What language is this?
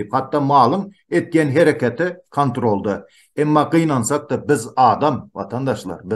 Turkmen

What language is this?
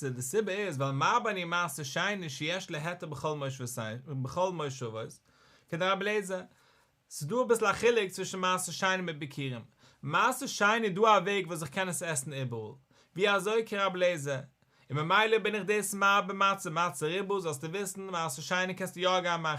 Yiddish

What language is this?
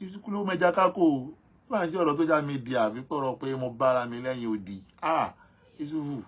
Yoruba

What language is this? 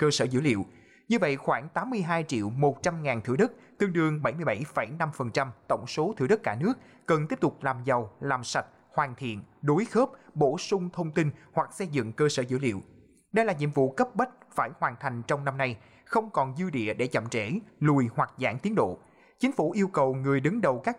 Vietnamese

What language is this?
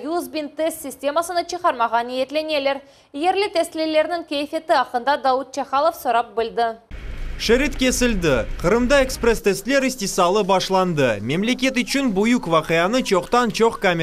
Crimean Tatar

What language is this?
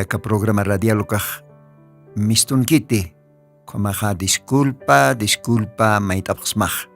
Aymara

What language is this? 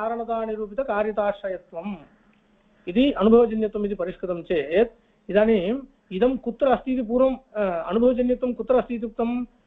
Sanskrit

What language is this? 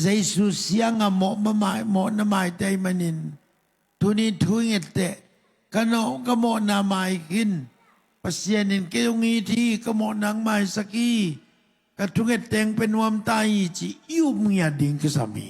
Tedim Chin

